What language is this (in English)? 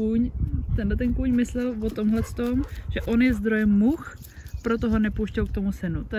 Czech